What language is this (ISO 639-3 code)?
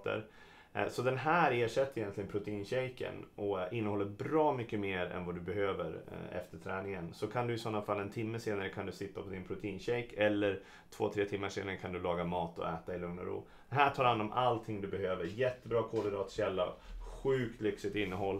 swe